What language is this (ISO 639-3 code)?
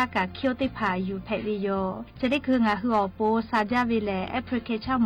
lhu